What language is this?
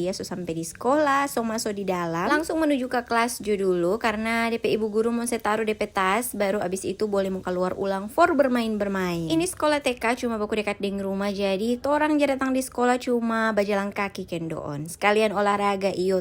Manado Malay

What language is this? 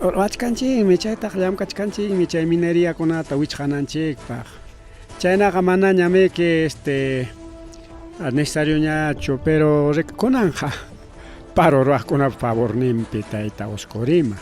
Ayacucho Quechua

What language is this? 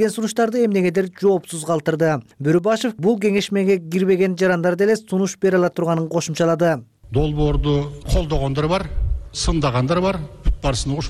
Kyrgyz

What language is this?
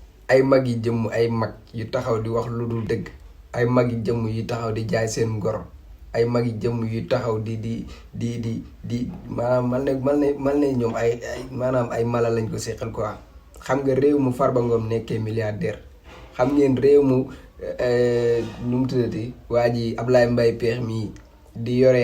Wolof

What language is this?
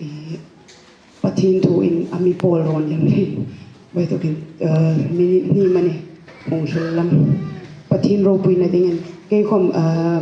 Hmar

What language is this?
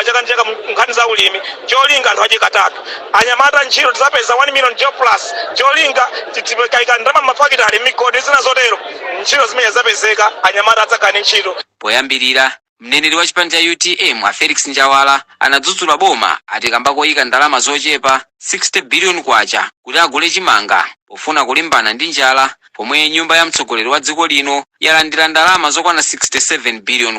Nyanja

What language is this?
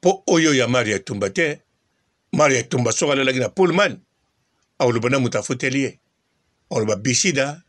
Lingala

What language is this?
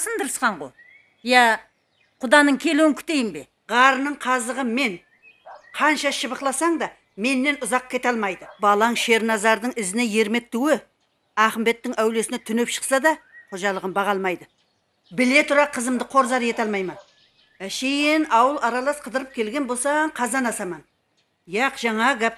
Kara-Kalpak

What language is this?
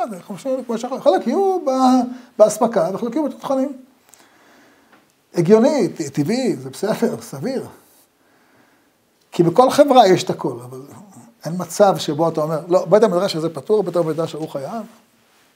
Hebrew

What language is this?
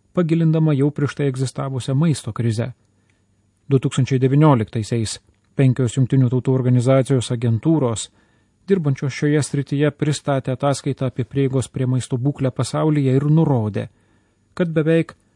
Lithuanian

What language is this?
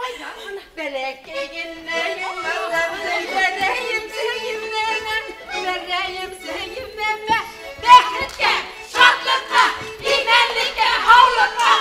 Bashkir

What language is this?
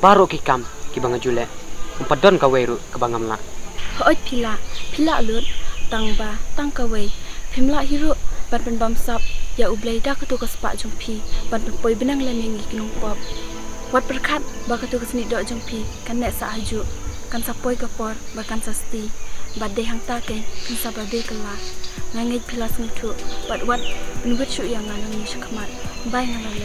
Khasi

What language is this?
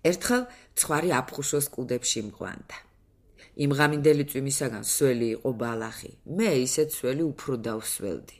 Georgian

